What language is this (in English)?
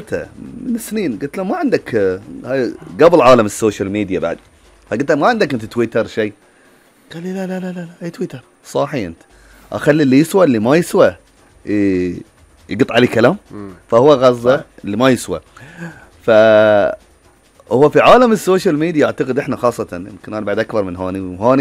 Gulf Arabic